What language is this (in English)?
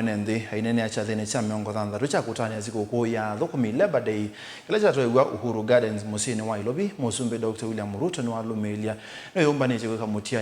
Kamba